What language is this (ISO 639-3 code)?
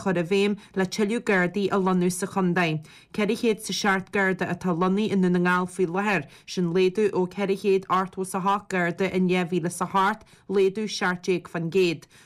gle